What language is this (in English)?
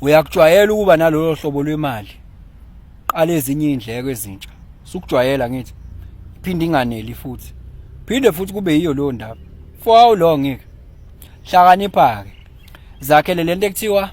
Zulu